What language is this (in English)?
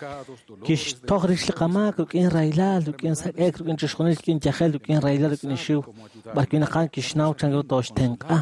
Kekchí